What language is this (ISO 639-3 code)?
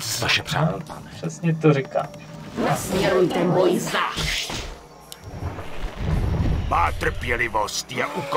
ces